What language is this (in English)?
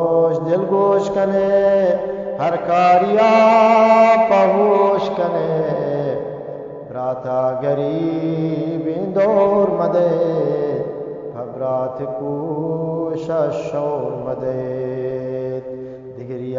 Eastern Balochi